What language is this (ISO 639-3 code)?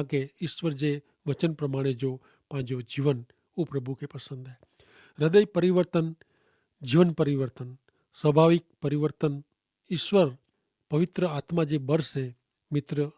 kfr